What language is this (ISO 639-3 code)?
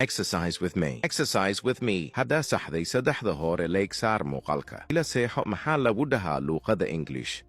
som